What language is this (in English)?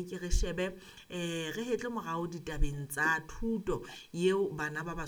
Southern Sotho